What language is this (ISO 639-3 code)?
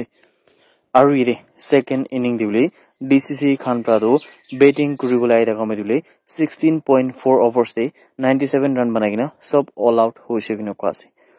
nag